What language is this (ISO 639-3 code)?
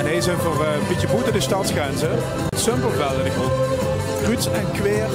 lim